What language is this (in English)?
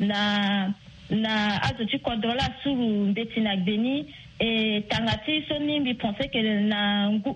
Sango